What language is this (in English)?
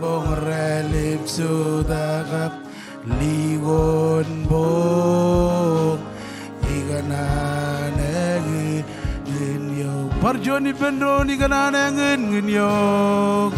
Marshallese